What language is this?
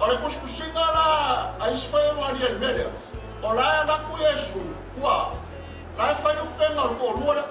Samoan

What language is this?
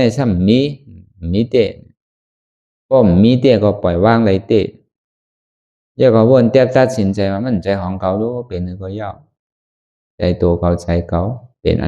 Shan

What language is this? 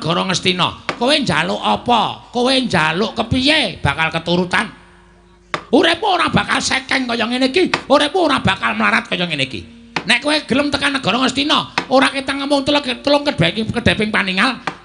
Javanese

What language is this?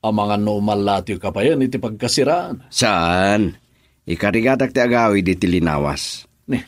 Iloko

